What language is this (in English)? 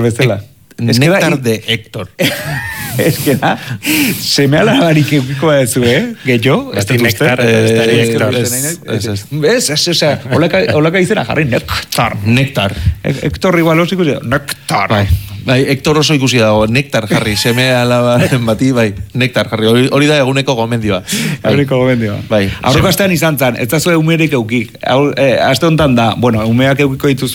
Basque